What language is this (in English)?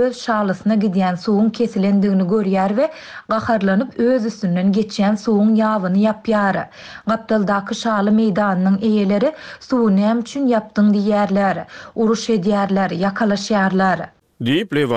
Turkmen